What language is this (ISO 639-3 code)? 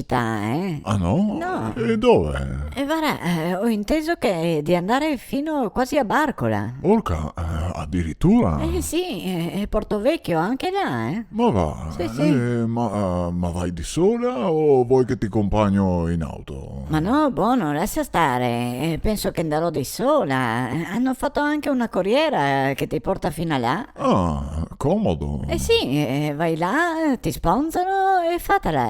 vec